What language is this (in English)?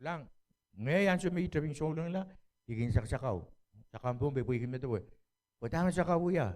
Pohnpeian